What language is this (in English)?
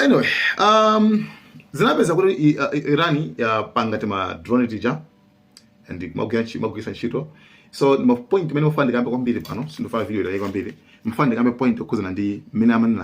Nyanja